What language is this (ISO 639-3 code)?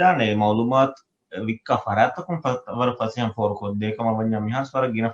div